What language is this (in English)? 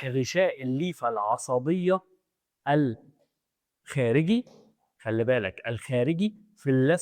Egyptian Arabic